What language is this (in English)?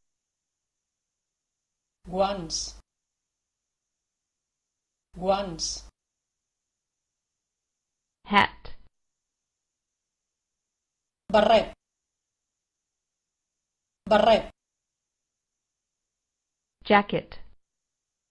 Catalan